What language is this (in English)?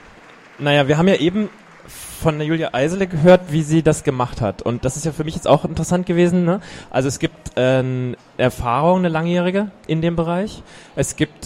German